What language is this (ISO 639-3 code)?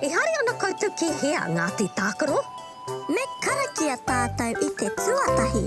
mri